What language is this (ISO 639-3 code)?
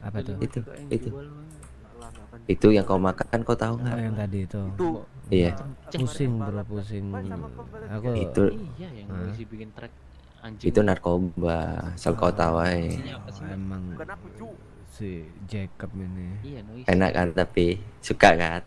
ind